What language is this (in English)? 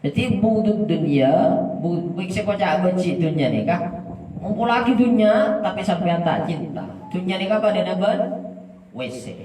Madurese